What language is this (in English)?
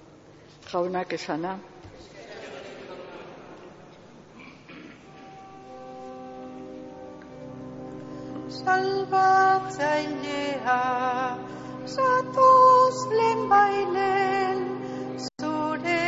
Basque